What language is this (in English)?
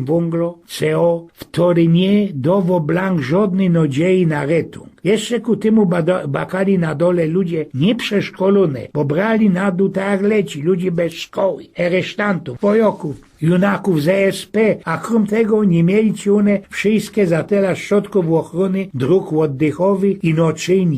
Silesian